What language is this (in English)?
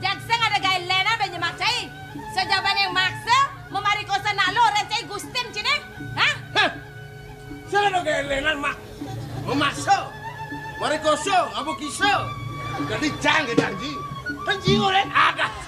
Balinese